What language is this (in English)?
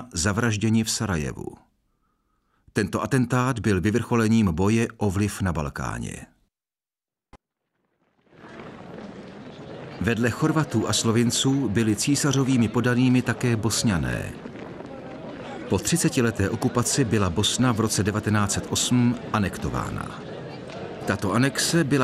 Czech